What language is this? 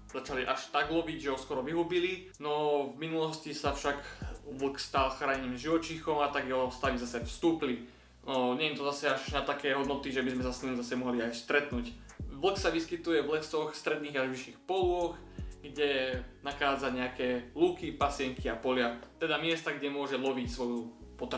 Slovak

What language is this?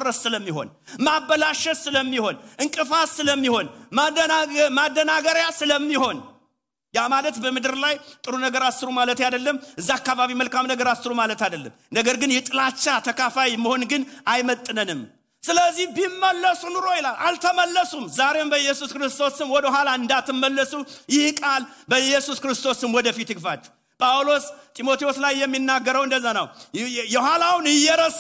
Amharic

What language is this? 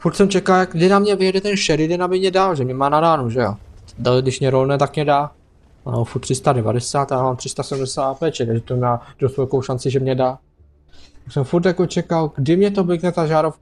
Czech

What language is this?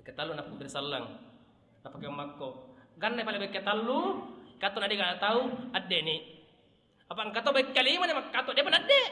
Buginese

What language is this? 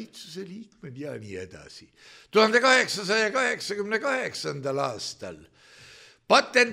Estonian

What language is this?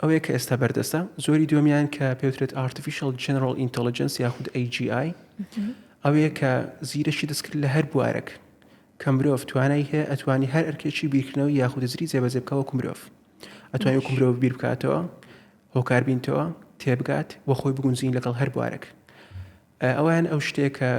Central Kurdish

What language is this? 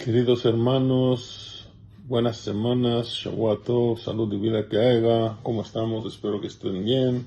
Ladino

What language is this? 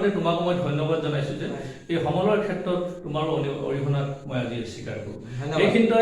Assamese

